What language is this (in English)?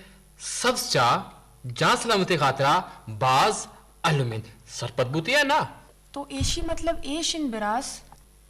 Eastern Balochi